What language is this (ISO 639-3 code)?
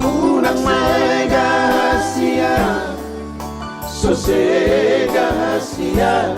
bbc